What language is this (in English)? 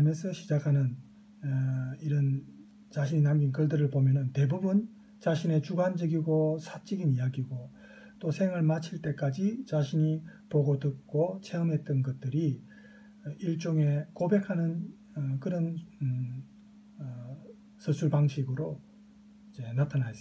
Korean